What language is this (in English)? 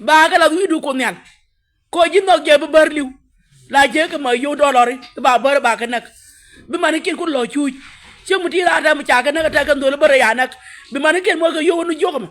Nuer